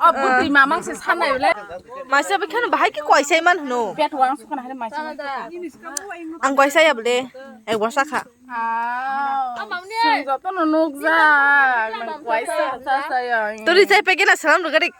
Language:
Kok Borok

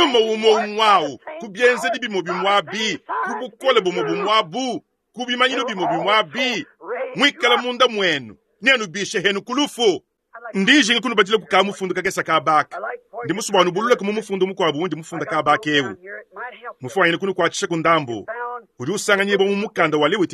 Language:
Luba-Lulua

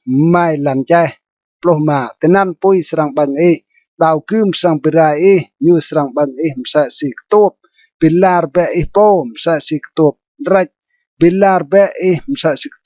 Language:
Rade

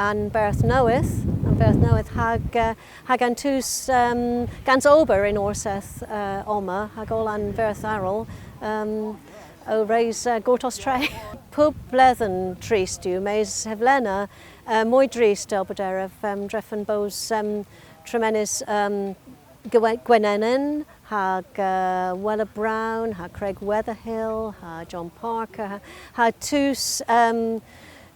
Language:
Cornish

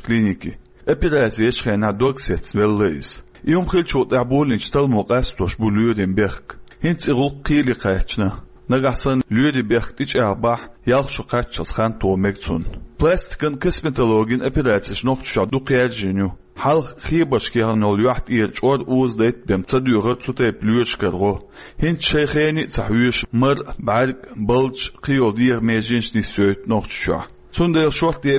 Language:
Chechen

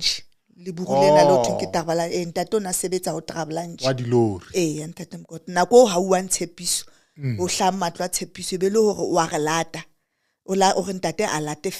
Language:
Southern Sotho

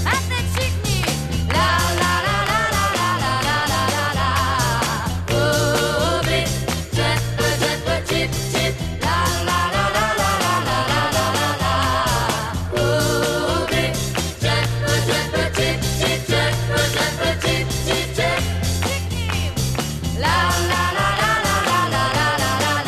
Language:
Czech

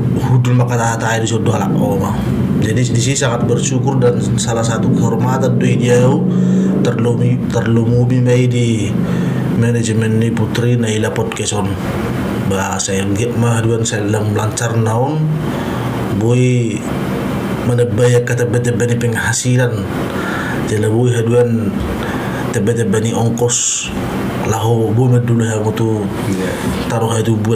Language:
Batak Toba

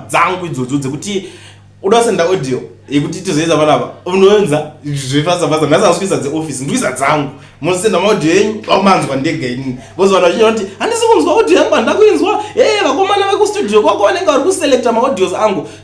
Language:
Shona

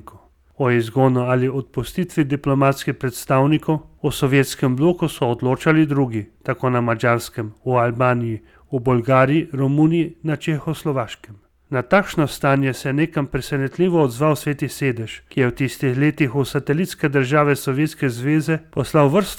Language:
Slovenian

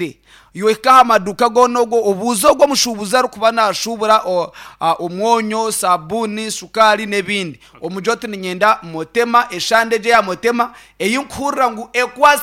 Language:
Nyankole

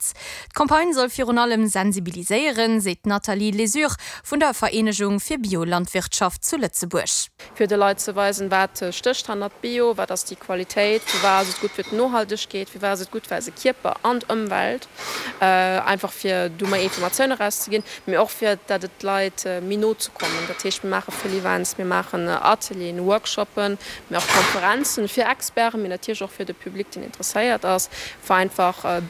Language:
Luxembourgish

